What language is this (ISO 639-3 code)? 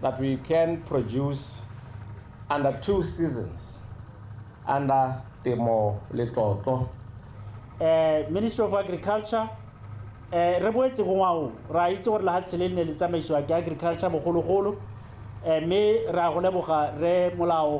tsn